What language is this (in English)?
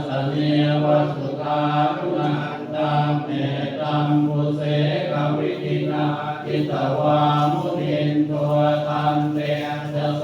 Pali